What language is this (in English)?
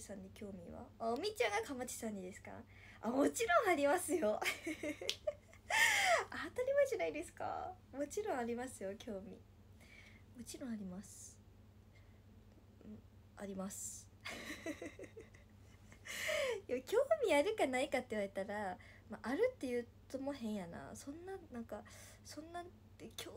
Japanese